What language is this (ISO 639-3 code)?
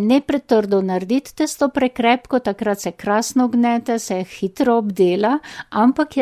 slv